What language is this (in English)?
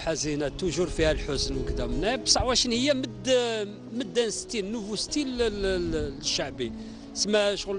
Algerian Arabic